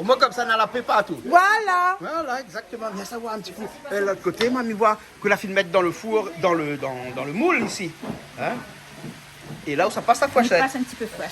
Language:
Réunion Creole French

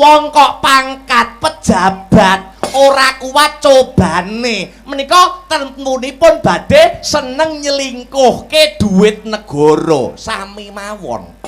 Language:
Javanese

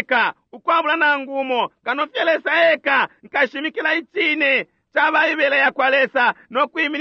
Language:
Bemba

